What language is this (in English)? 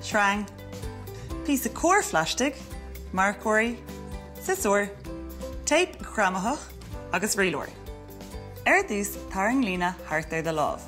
Irish